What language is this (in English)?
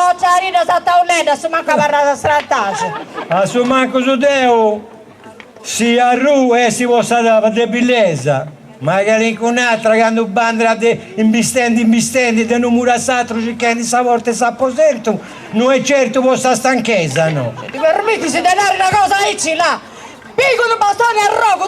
Sardinian